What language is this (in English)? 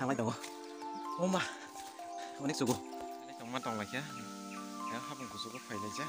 Kok Borok